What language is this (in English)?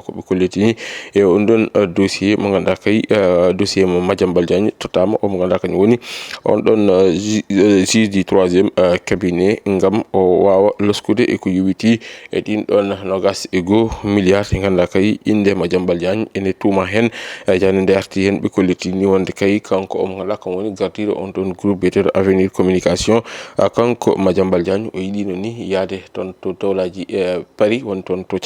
Fula